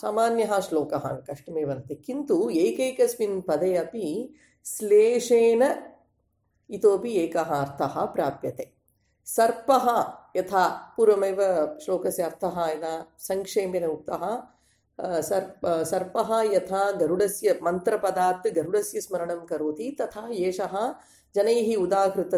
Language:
Sanskrit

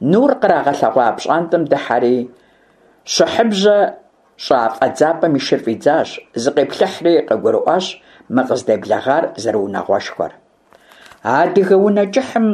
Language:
Kabardian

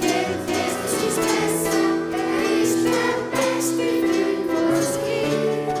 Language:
Swiss German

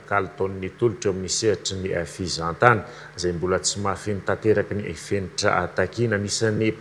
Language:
Malagasy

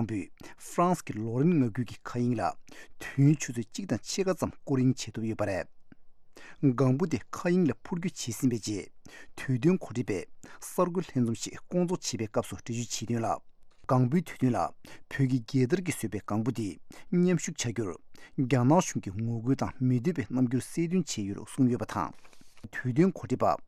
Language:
Tibetan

